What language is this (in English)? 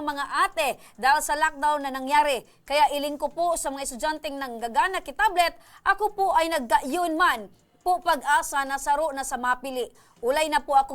Bikol